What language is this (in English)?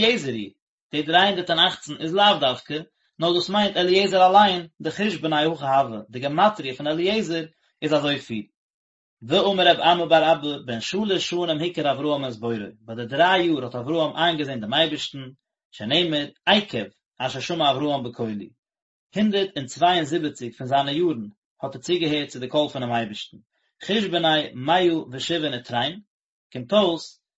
Yiddish